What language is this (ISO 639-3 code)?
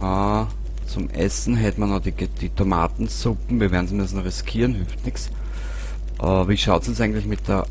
bar